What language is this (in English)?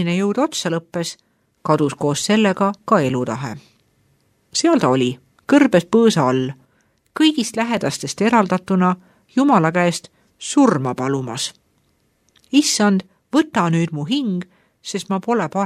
Estonian